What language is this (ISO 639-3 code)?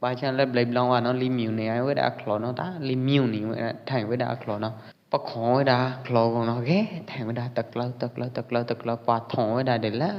kjp